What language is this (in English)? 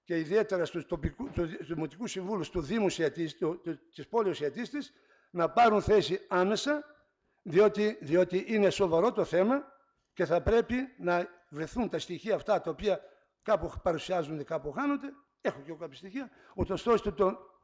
Greek